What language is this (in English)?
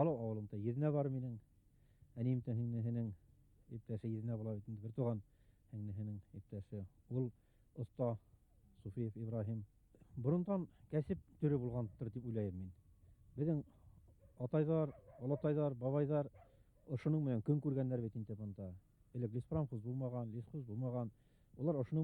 Bashkir